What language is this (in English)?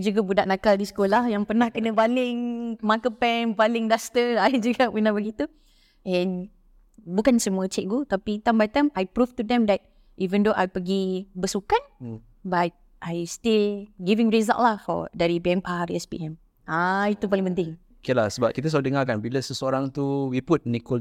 Malay